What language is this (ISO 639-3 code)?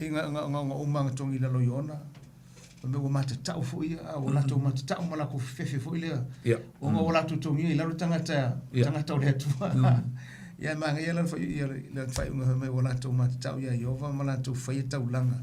smo